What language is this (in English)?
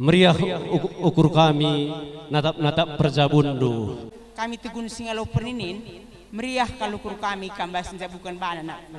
Batak Karo